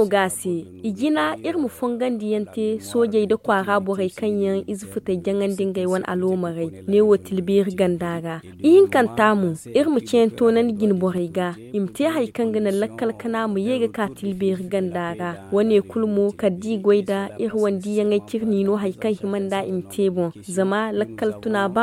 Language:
Zarma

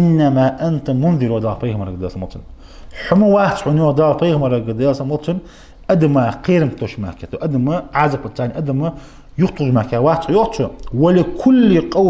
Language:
Ingush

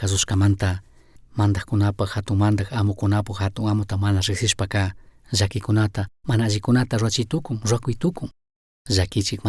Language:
Chimborazo Highland Quichua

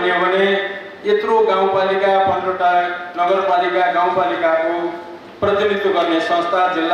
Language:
Nepali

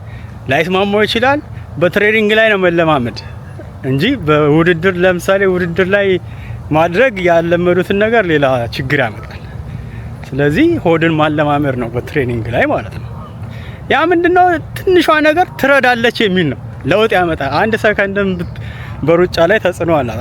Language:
Amharic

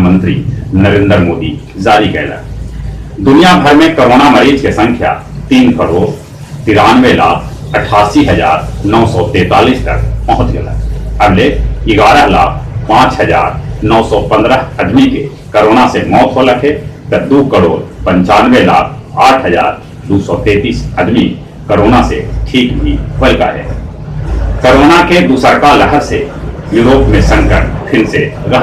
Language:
Magahi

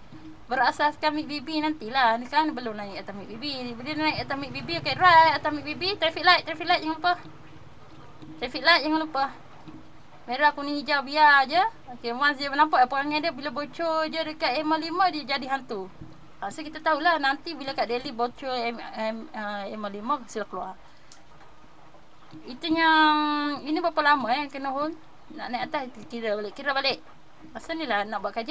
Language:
Malay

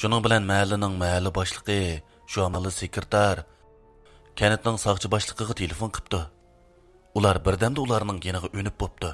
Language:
Uyghur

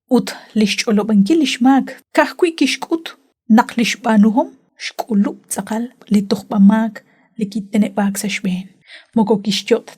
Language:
Kekchí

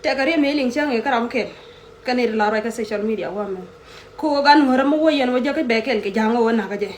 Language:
Nuer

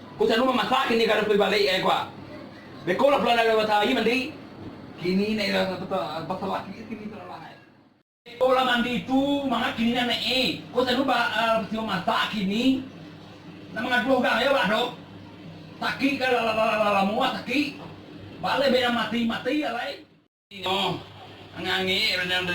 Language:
Minangkabau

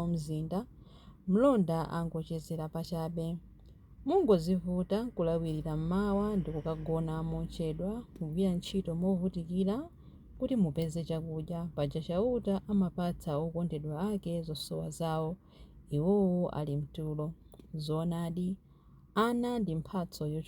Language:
Nyanja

